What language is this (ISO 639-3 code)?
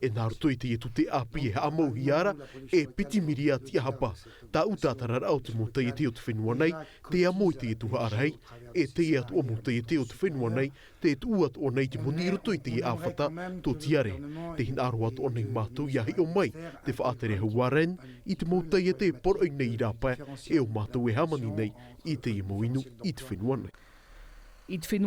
tah